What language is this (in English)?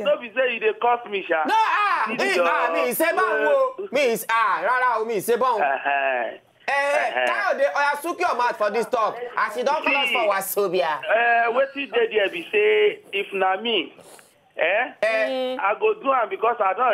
Nigerian Pidgin